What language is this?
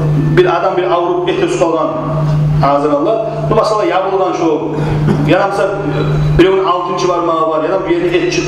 Kumyk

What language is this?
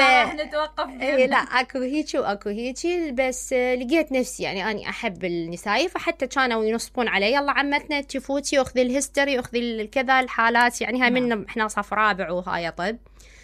Mesopotamian Arabic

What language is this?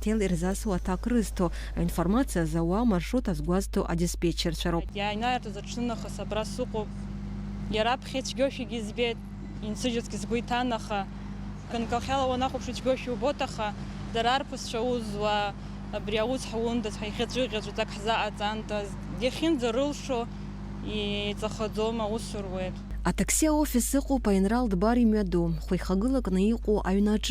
Abkhazian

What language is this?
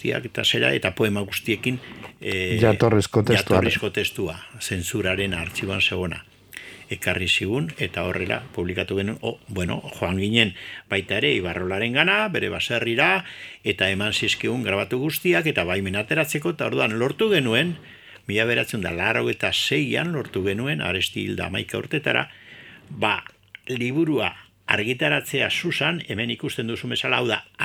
Basque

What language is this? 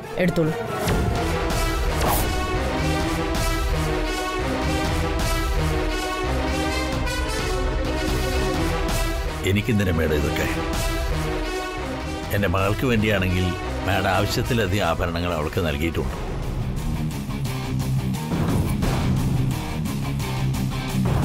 Malayalam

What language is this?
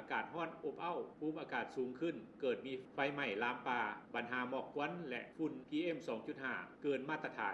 Lao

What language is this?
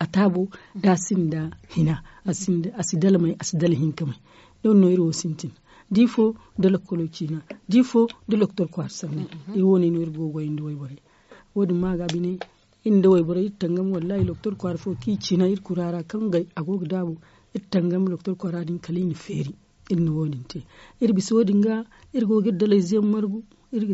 Zarma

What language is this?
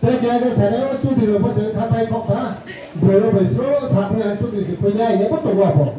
Riang (India)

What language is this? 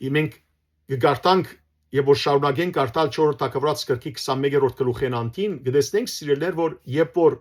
Western Armenian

